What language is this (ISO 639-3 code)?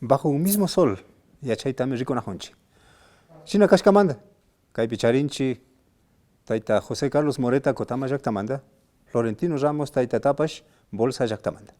qvi